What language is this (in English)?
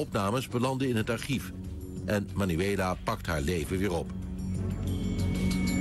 Dutch